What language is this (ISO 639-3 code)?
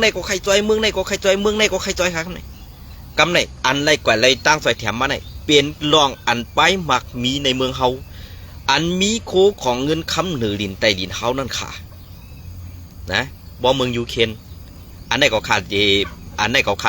shn